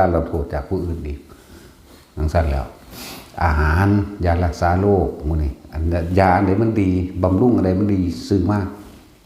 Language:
Northeastern Thai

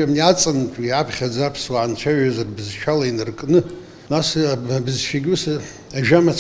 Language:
Abkhazian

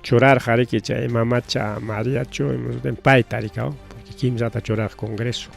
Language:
Ayacucho Quechua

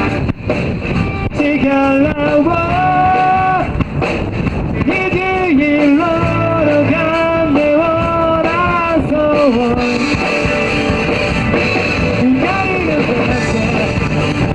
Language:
Japanese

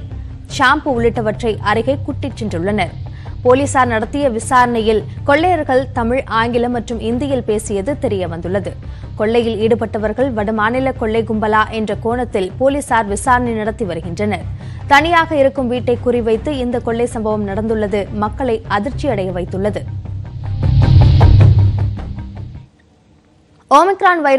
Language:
Tamil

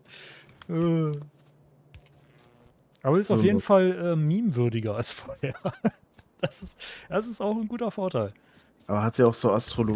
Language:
German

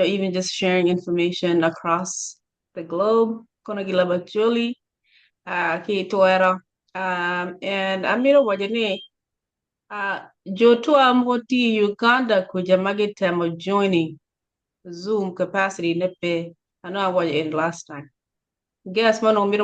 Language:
Acoli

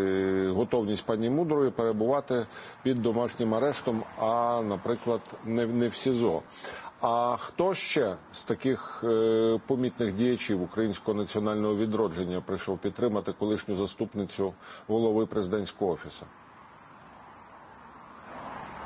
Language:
Ukrainian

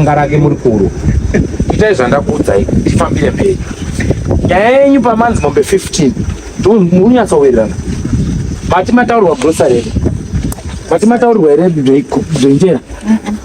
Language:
Shona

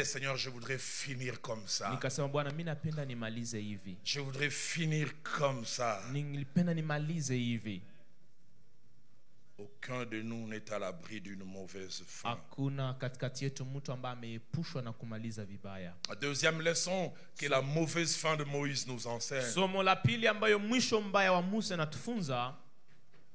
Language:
Swahili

